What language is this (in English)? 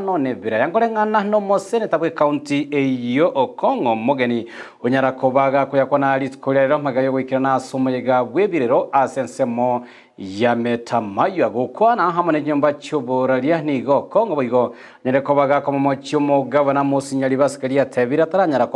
Gusii